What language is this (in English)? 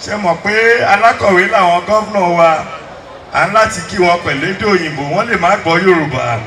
Yoruba